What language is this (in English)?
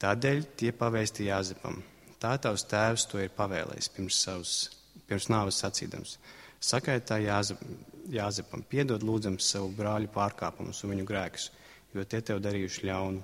Latvian